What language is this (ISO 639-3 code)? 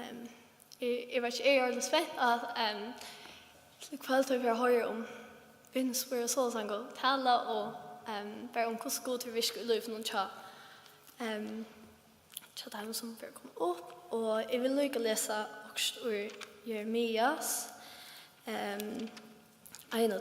fao